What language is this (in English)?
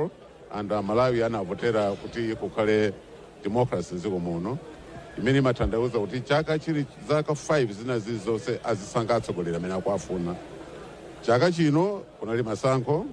Nyanja